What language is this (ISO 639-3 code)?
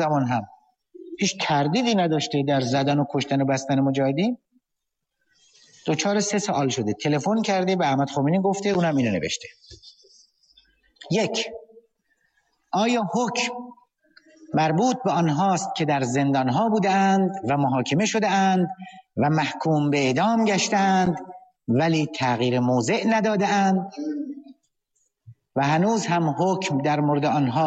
fas